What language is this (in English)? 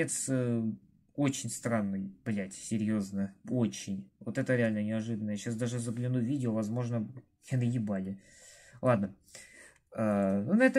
Russian